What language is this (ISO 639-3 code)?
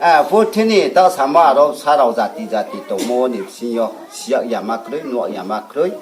ria